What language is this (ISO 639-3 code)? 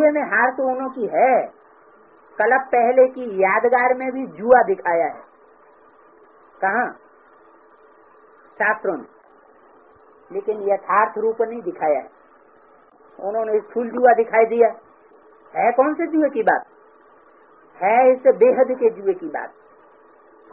hin